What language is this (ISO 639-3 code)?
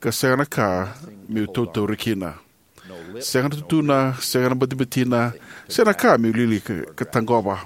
fij